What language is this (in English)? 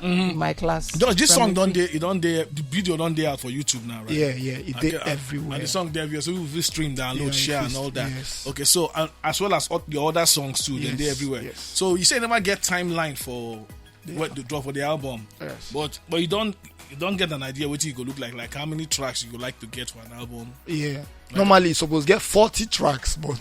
Nigerian Pidgin